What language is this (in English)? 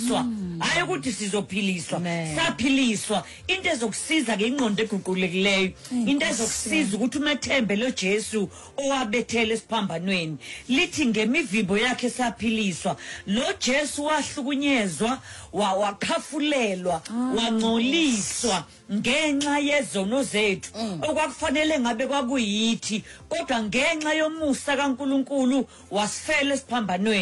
Xhosa